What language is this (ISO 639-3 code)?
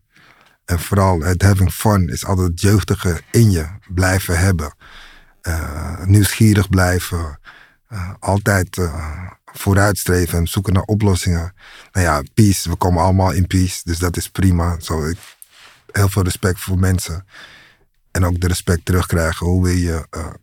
nld